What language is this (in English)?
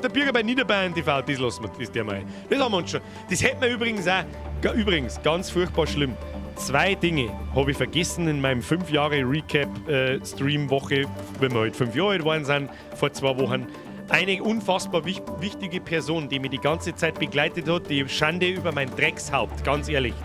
Bavarian